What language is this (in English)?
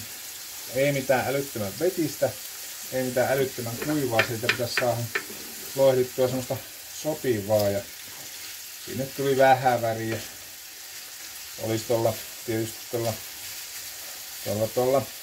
Finnish